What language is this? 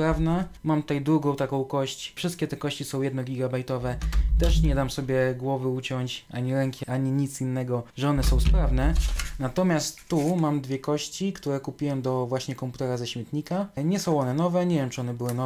Polish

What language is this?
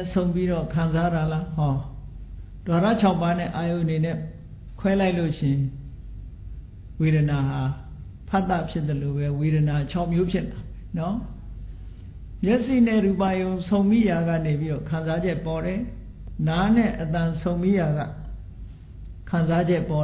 Burmese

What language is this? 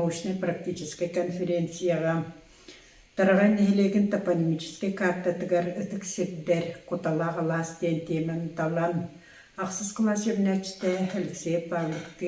Yakut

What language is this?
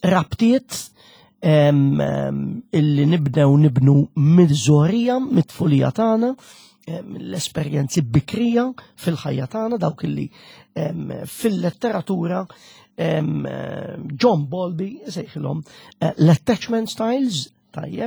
Maltese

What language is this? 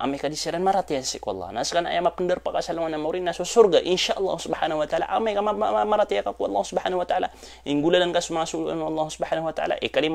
Maranao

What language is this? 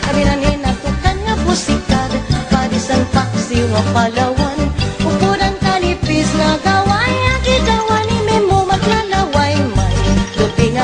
Waray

